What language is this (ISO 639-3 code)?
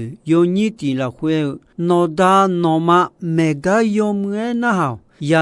ahk